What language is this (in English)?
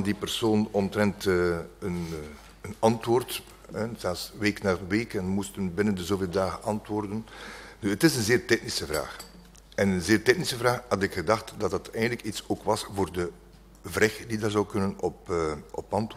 Dutch